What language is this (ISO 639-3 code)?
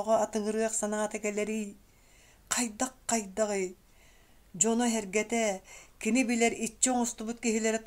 sah